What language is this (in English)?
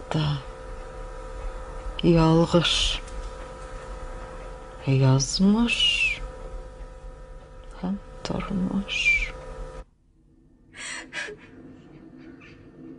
Tatar